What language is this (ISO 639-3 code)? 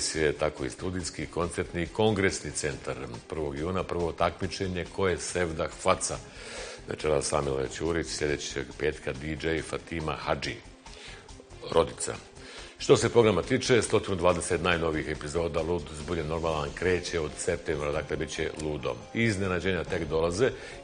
bos